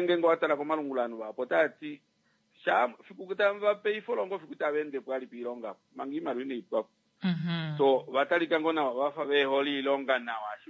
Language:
Kuanyama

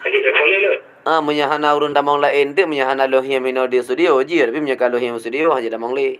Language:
Achinese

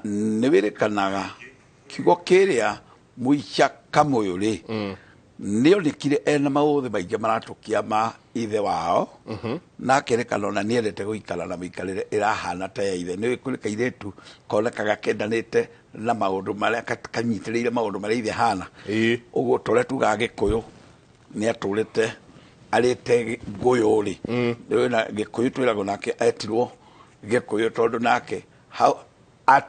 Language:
Kikuyu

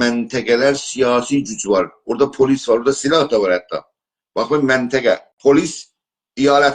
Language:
South Azerbaijani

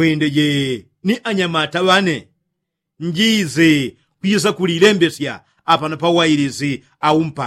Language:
Yao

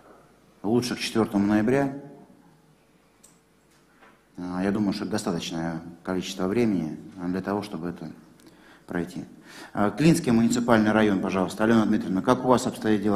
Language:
Russian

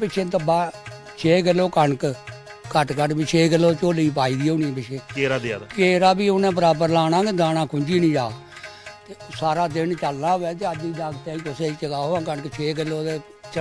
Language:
Dogri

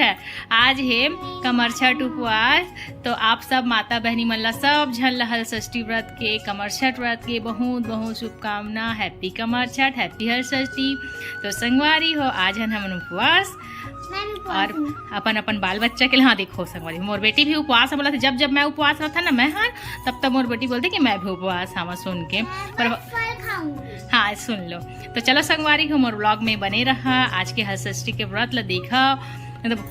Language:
Chhattisgarhi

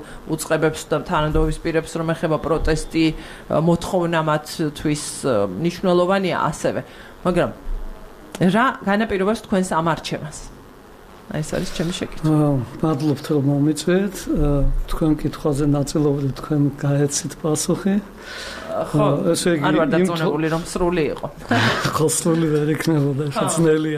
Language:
Georgian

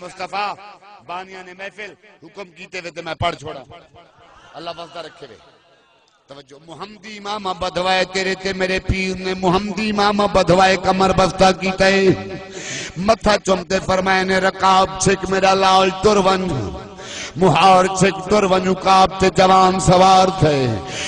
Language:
Saraiki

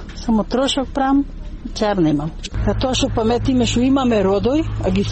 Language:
Macedonian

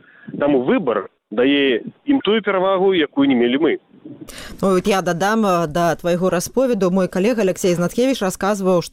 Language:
Belarusian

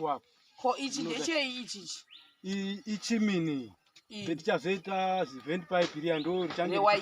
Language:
Shona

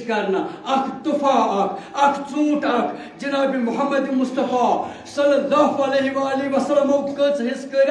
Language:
Kashmiri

